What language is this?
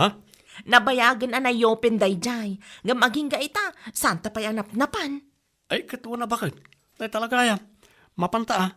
Iloko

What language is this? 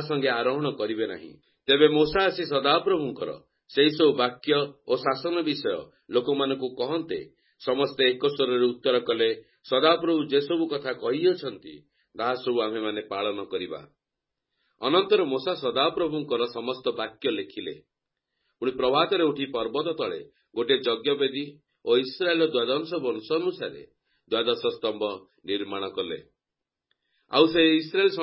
Odia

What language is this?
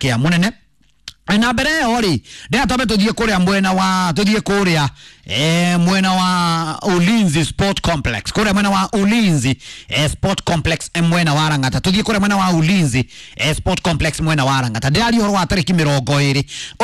Kikuyu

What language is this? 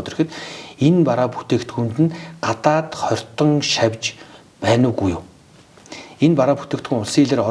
Mongolian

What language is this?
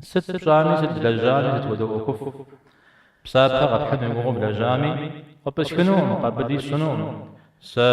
Kabardian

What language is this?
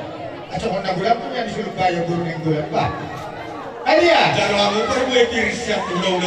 Batak Toba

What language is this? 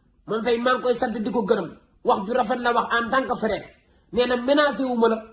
Wolof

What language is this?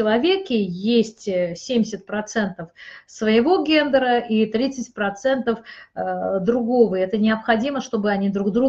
Russian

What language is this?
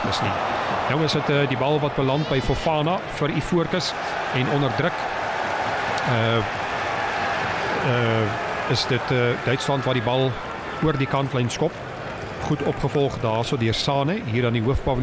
Afrikaans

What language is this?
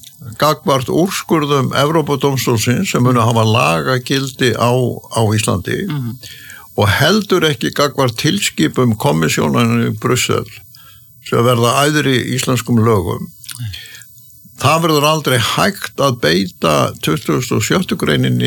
Icelandic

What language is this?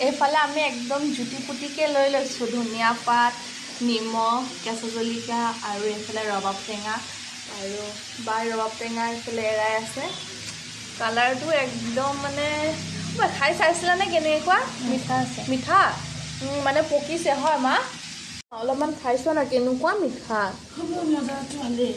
Assamese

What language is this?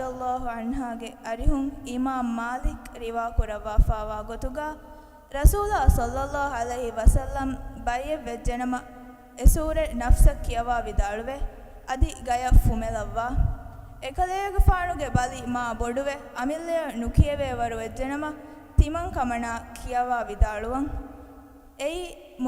Divehi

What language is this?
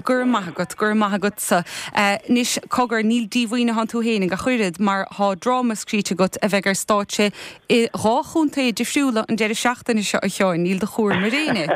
Irish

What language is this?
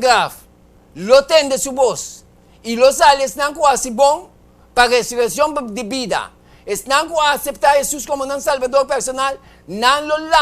Papiamento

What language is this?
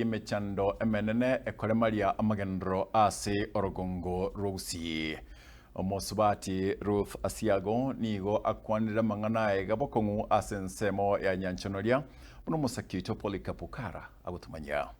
Gusii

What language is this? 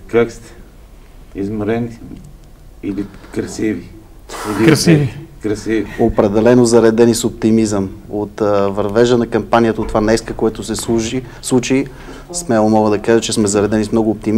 Bulgarian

